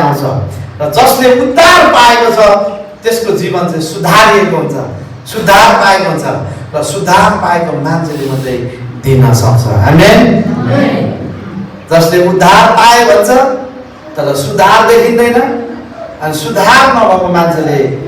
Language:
Nepali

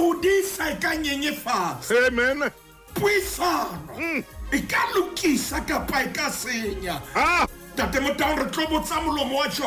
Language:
Southern Sotho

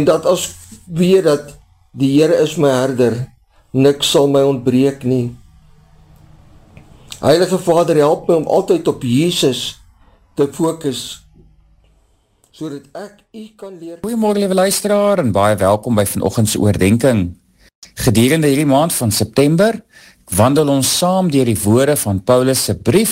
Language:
Afrikaans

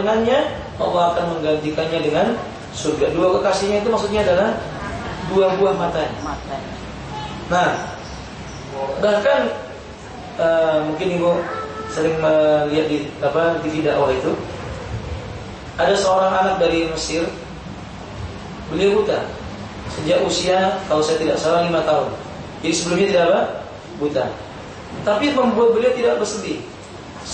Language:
Indonesian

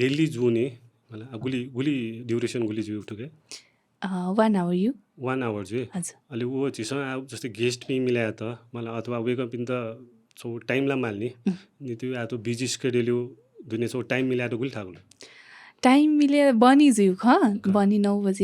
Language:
Newari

